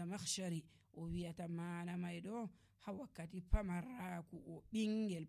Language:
Nigerian Fulfulde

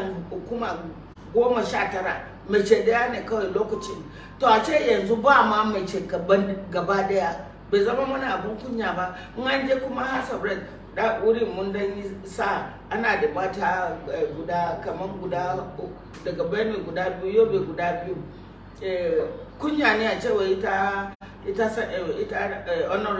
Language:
Hausa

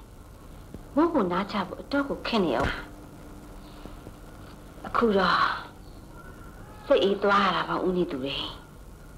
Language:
Burmese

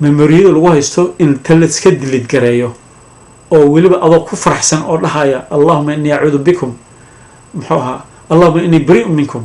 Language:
Somali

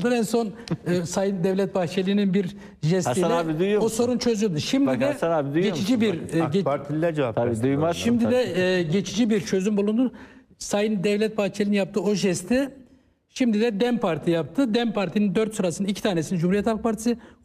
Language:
Turkish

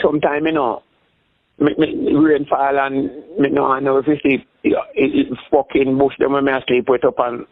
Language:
Jamaican Creole English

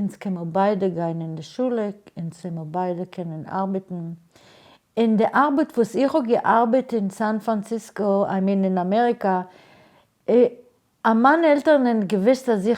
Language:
Yiddish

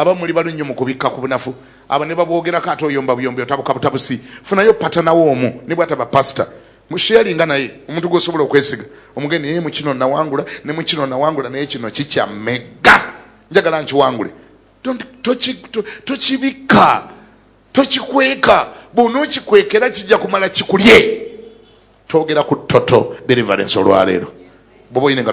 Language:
Ganda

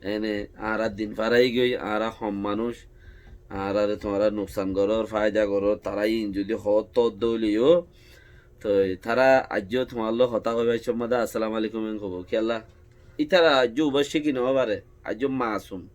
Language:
Rohingya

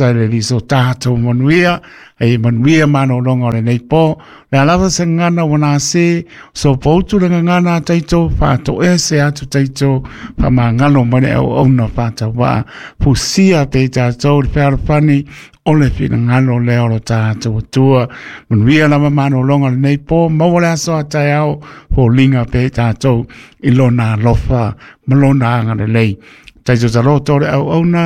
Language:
Samoan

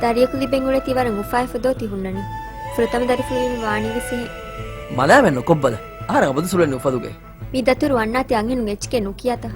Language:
Divehi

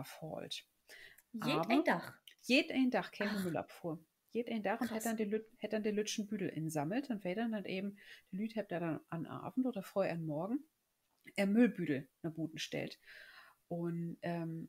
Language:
Low German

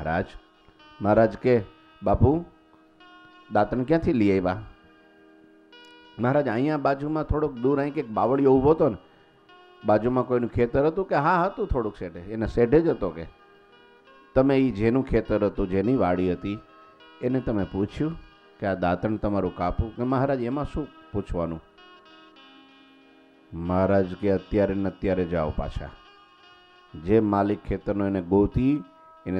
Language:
Gujarati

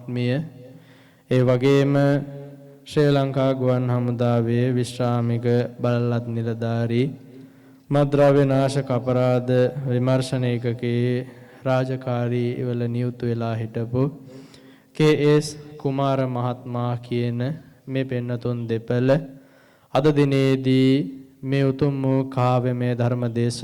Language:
Sinhala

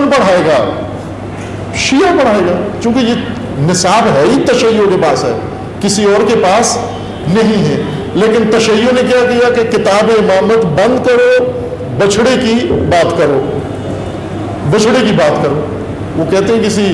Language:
Urdu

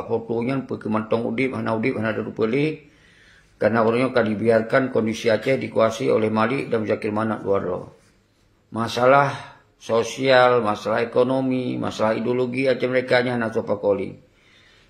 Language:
Achinese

